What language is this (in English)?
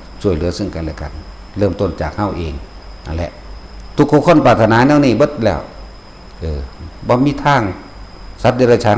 Northeastern Thai